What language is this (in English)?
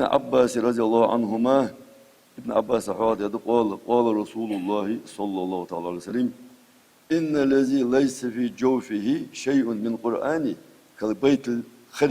Ingush